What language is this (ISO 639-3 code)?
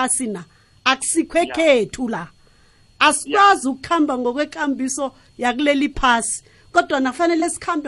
nbl